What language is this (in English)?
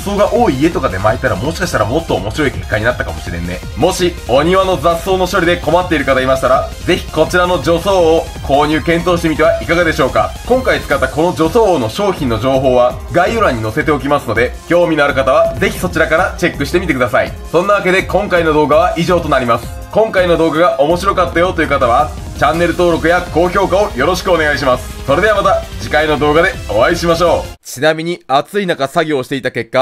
Japanese